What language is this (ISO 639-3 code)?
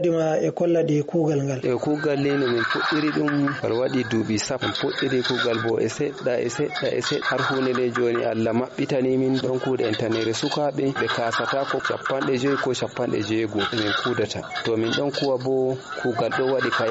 fuv